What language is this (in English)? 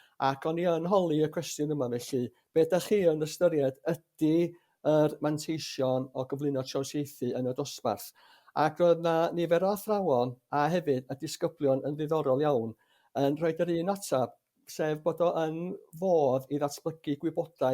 Welsh